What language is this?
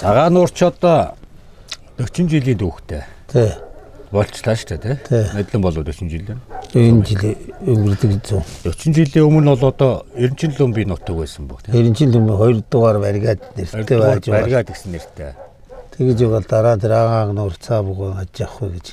Mongolian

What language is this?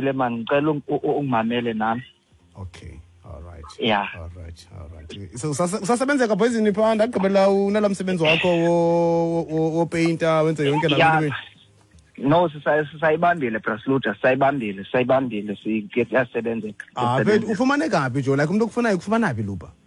Xhosa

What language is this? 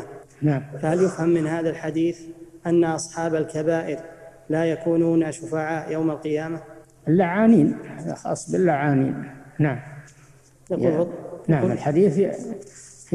Arabic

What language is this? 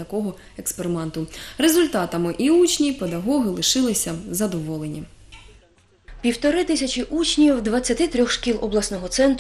Ukrainian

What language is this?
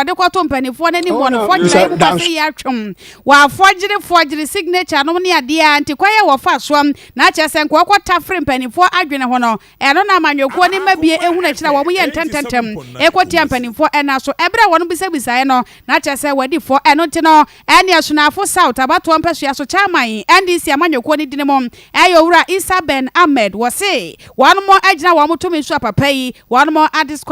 Akan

